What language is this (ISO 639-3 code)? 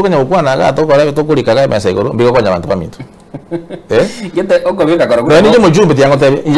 guz